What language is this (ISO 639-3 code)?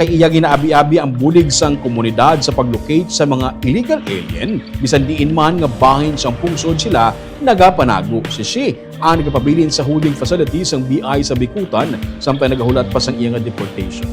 hil